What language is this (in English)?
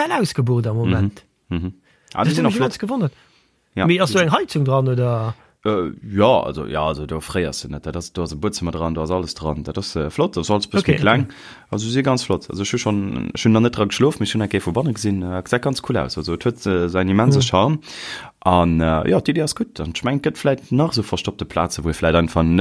Luxembourgish